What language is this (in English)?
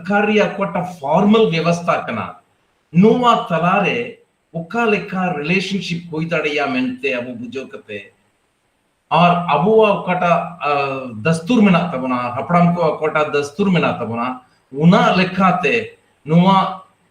Santali